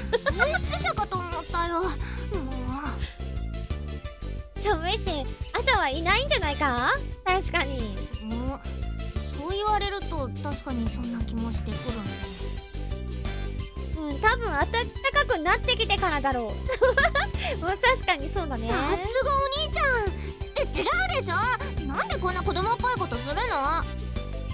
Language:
Japanese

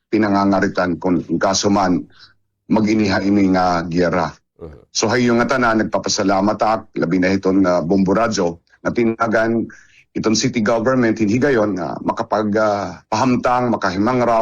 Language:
Waray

